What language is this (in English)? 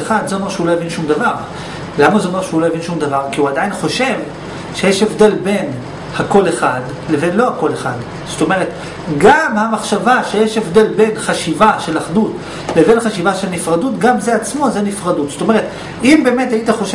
Hebrew